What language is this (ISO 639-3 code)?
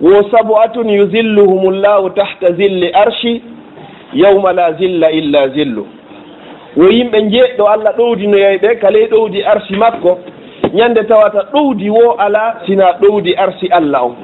ful